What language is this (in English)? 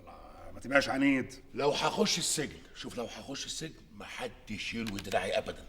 Egyptian Arabic